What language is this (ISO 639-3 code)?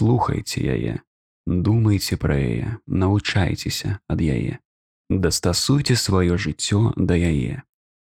bel